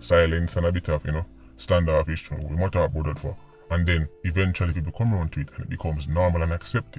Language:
Jamaican Creole English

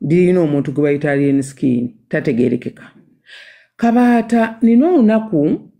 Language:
Ganda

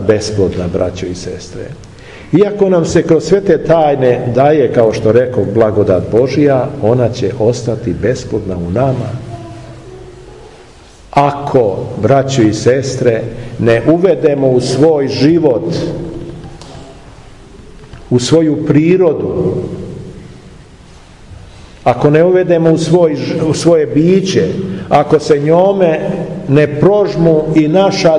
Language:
Serbian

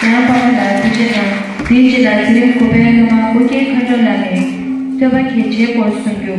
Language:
Tibetan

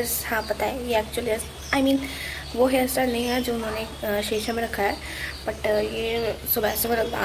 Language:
Hindi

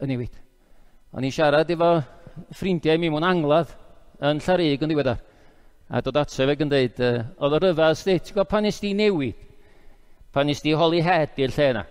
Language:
Welsh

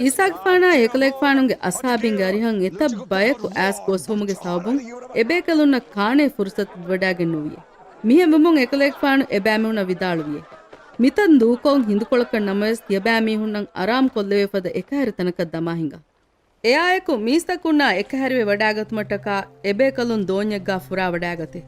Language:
Divehi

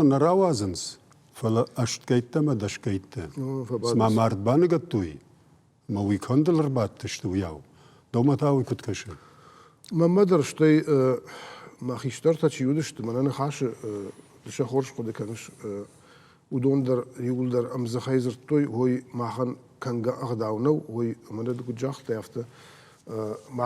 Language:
Ossetic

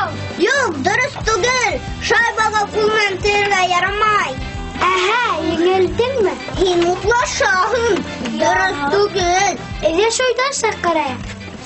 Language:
Bashkir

